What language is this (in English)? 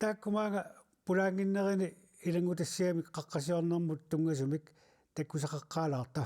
Kalaallisut